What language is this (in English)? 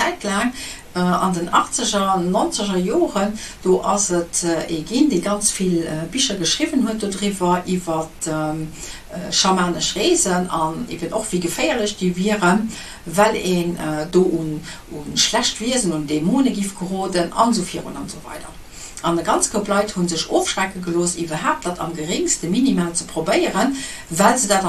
Luxembourgish